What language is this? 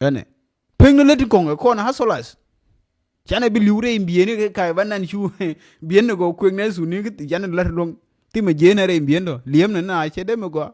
Nuer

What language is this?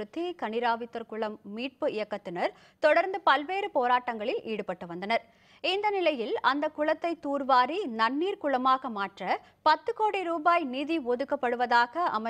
Tamil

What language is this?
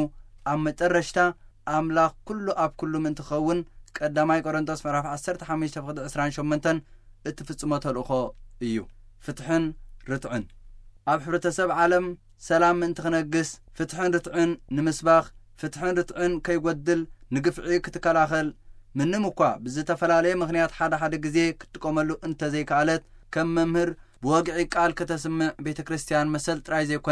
Tigrinya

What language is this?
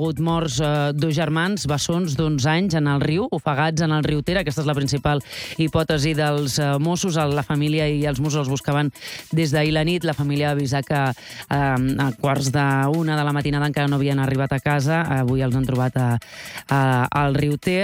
Catalan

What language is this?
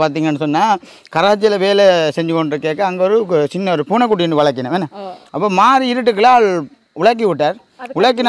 Tamil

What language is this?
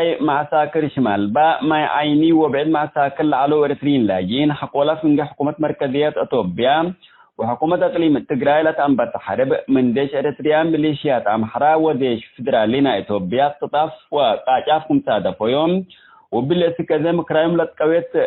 Tigre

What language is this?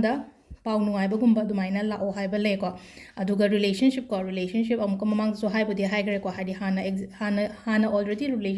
Manipuri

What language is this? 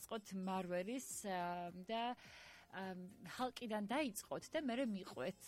Georgian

